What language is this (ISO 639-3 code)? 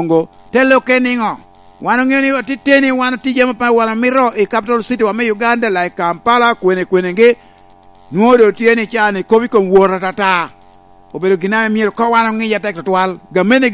laj